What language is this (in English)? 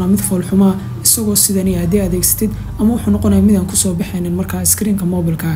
Somali